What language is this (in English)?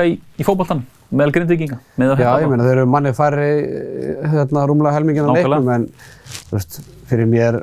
Icelandic